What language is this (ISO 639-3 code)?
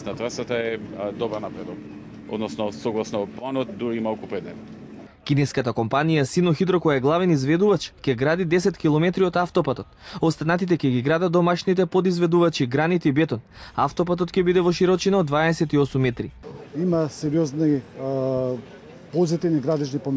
mkd